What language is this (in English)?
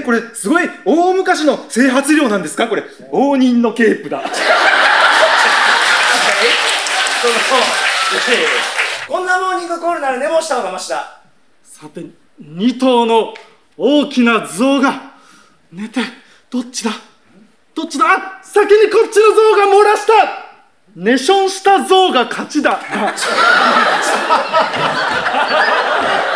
Japanese